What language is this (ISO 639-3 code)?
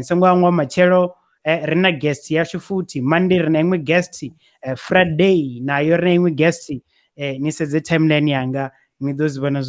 ven